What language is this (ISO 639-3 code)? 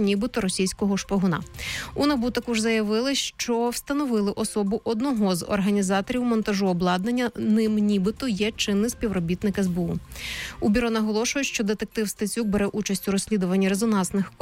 ukr